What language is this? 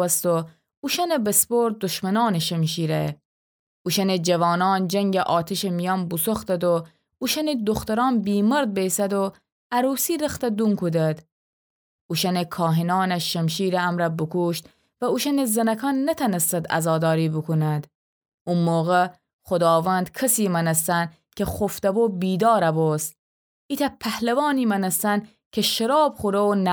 Gilaki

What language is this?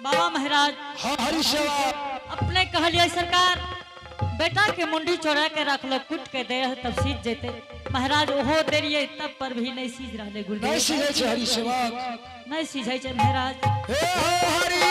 Angika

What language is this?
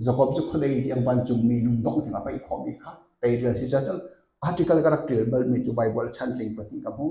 Hakha Chin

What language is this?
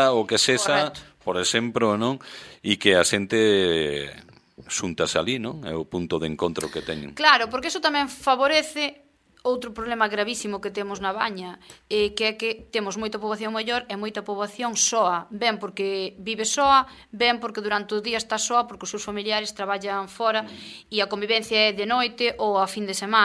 Galician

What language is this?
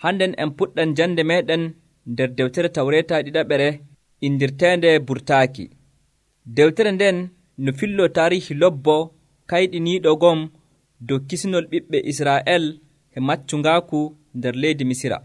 Nigerian Fulfulde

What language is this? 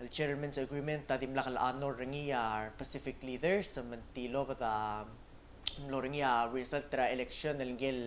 Palauan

